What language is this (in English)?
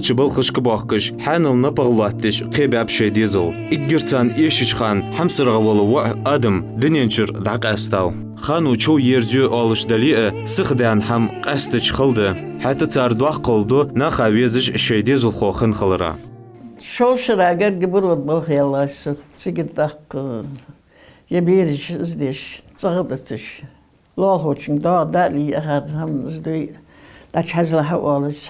Ingush